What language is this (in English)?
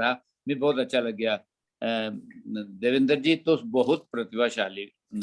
Dogri